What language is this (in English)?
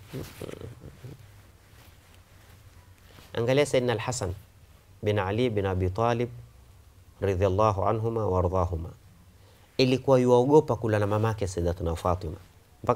Swahili